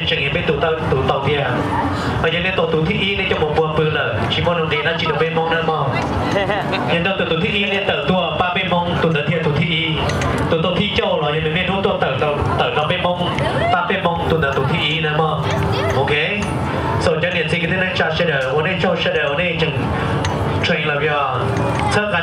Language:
Hmong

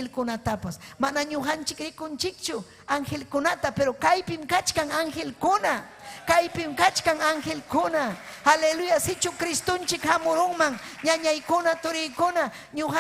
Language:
Ayacucho Quechua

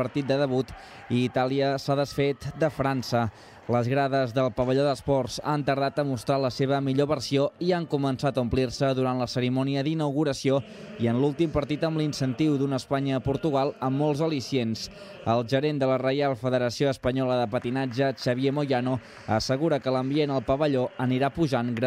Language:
Catalan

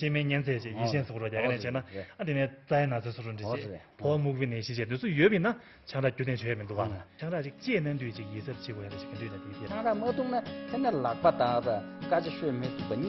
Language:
Tibetan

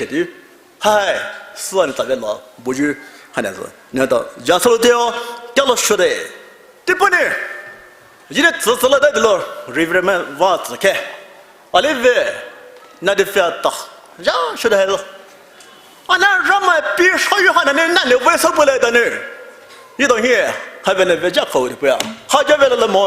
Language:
Poumei Naga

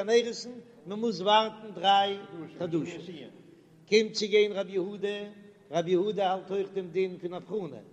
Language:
Yiddish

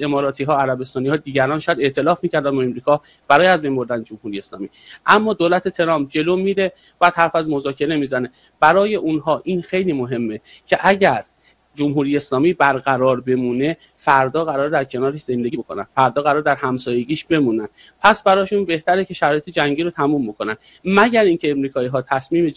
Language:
Persian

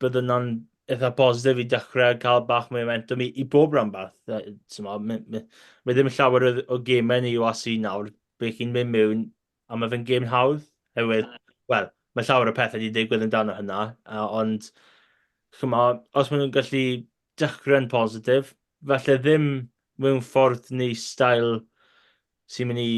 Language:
Welsh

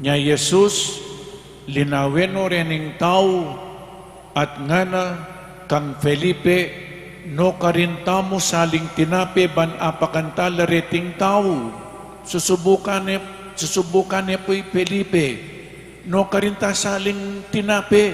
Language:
Pampanga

